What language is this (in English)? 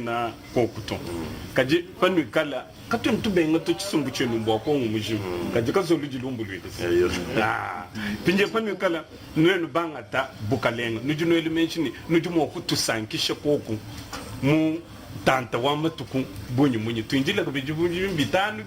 Luba-Lulua